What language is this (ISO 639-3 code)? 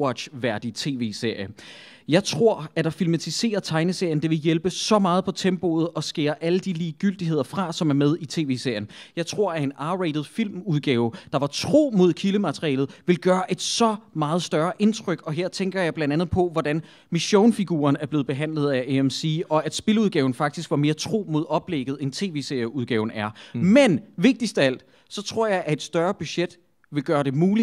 dan